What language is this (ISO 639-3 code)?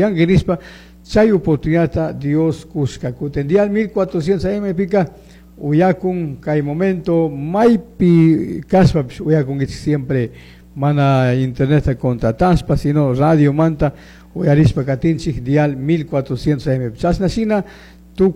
qug